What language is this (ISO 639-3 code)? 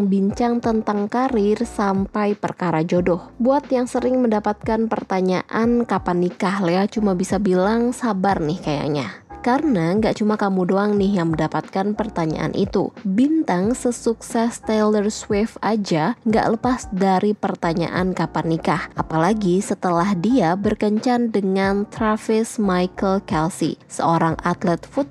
ind